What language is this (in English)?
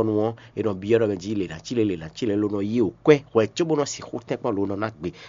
Fon